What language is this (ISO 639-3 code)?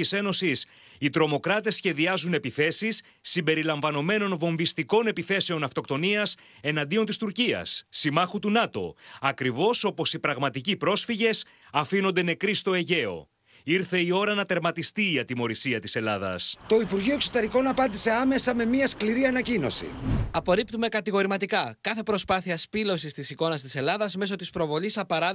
ell